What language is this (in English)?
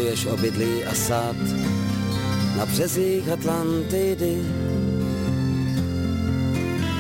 Czech